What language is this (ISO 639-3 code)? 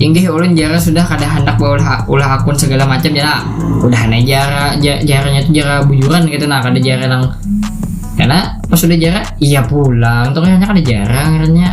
bjn